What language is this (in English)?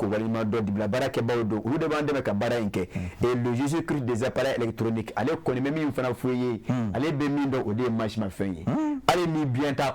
Bambara